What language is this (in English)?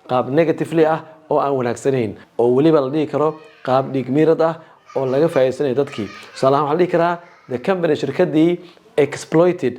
Somali